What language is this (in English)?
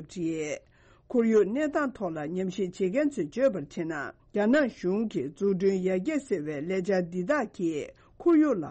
Tibetan